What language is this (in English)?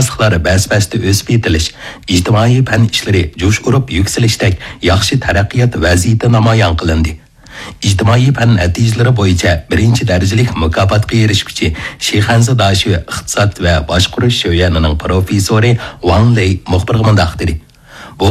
Uyghur